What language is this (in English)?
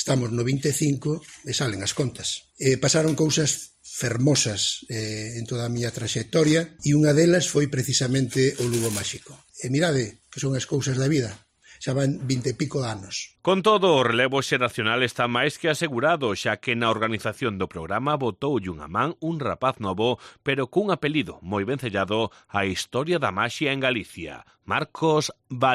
Galician